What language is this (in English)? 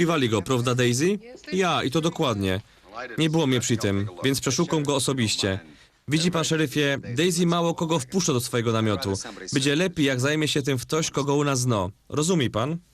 Silesian